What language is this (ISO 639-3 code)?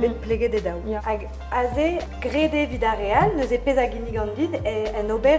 bre